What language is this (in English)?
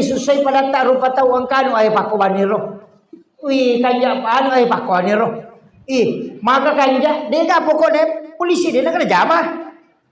Buginese